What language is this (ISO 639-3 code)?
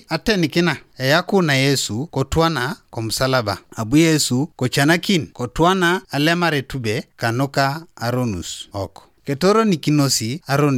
teo